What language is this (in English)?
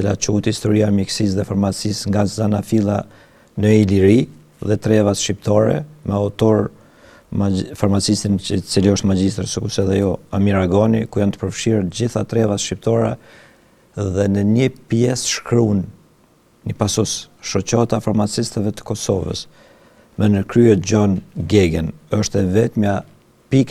Albanian